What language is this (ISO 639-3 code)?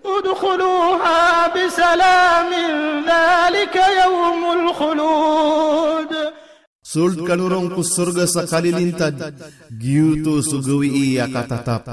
mrw